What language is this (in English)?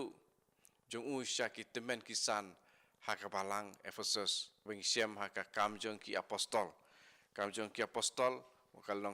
Khasi